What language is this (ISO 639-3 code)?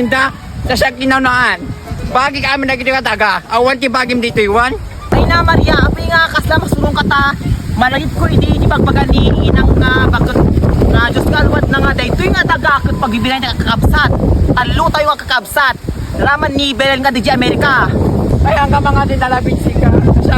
ilo